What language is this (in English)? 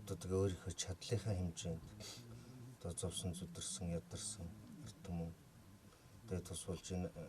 Mongolian